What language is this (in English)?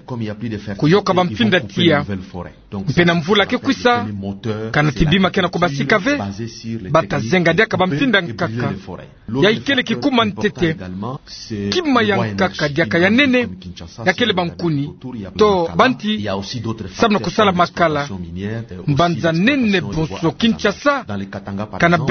Kituba (Democratic Republic of Congo)